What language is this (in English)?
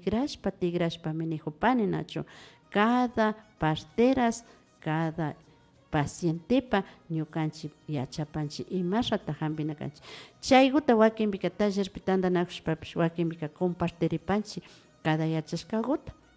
Imbabura Highland Quichua